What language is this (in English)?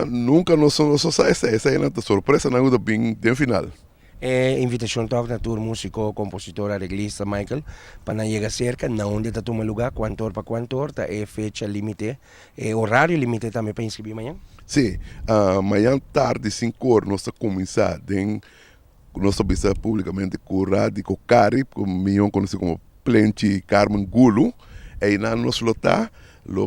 Papiamento